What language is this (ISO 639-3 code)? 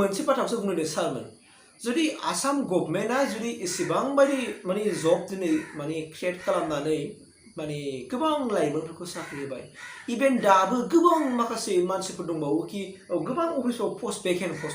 brx